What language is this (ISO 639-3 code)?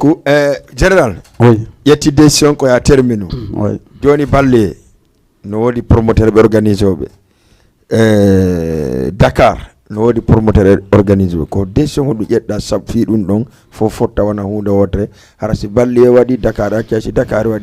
ful